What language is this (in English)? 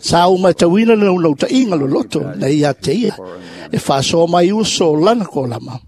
Samoan